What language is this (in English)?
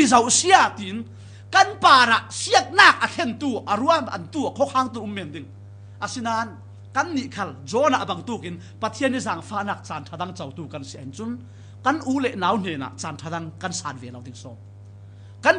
Falam Chin